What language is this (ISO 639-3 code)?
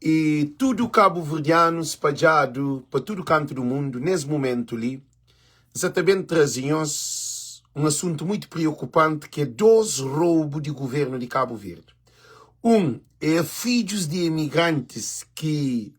kea